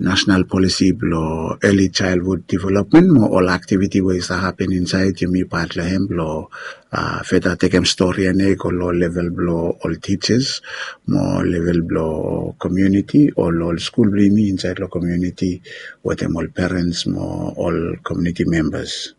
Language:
Bislama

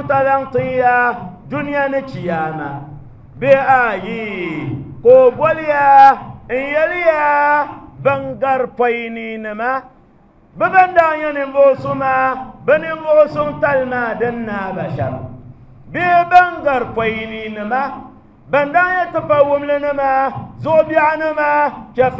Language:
Dagbani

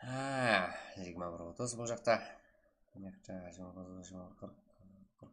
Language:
Kara-Kalpak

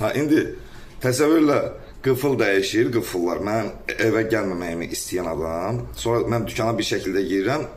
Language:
Azerbaijani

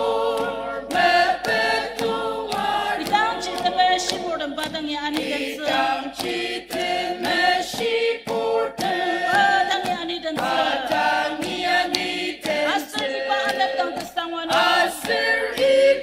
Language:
Ao Naga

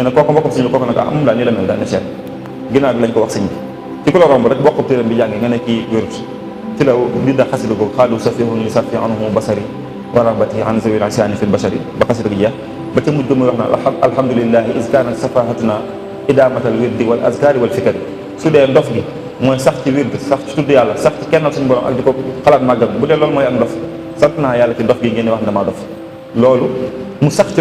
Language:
Wolof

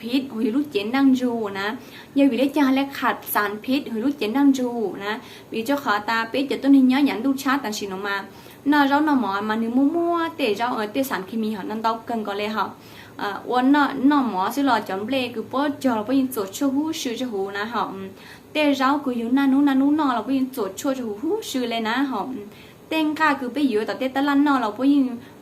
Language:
Hmong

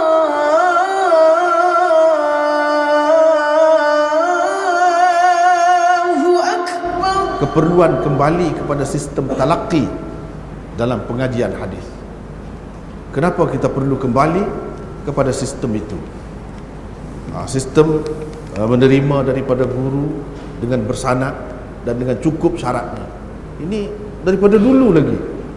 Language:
Malay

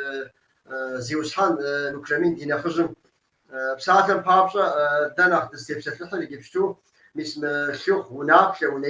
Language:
Kabardian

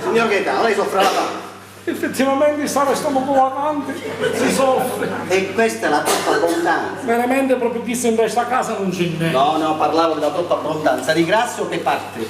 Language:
Sicilian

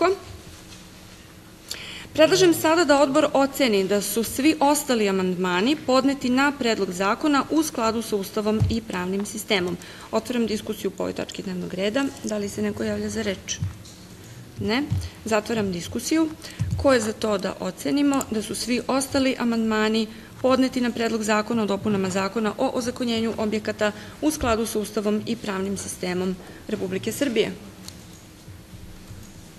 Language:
Serbian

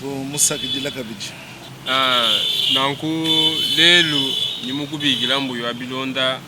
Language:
Luba-Lulua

